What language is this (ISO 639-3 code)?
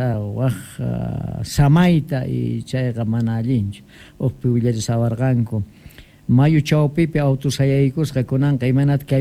que